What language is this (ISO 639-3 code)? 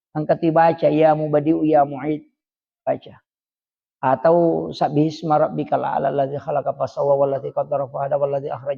bug